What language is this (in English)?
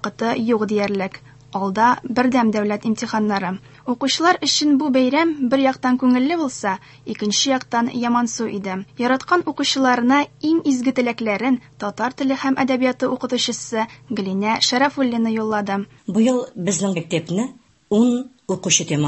Tatar